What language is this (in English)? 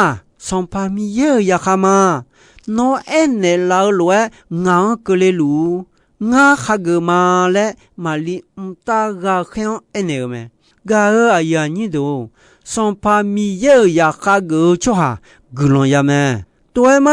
Akha